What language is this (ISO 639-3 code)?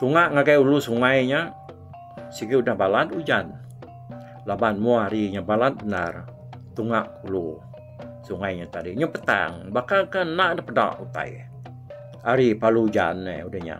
iba